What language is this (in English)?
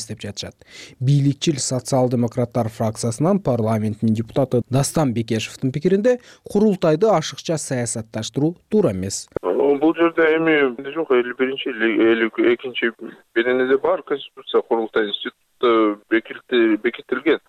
Kyrgyz